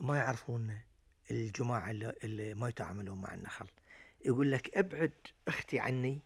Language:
Gulf Arabic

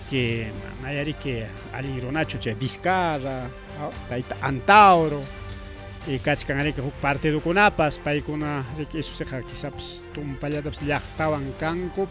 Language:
Ayacucho Quechua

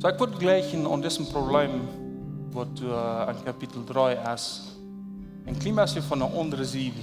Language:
Plautdietsch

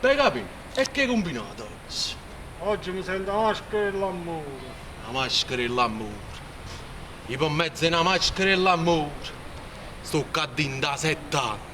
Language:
Neapolitan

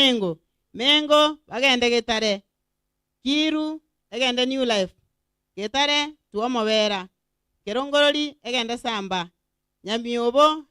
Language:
Gusii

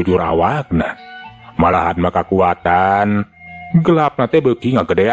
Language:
Sundanese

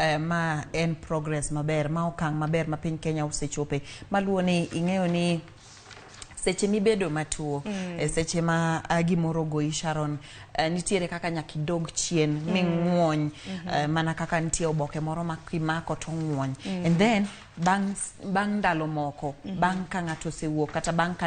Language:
Luo (Kenya and Tanzania)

